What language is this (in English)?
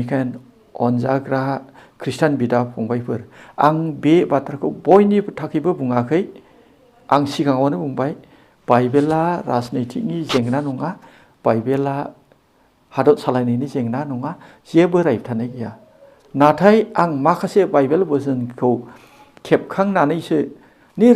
Bodo